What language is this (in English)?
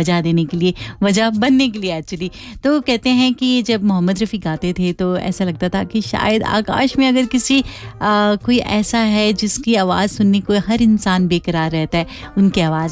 Hindi